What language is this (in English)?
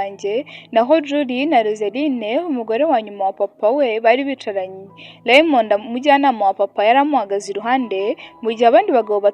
Kinyarwanda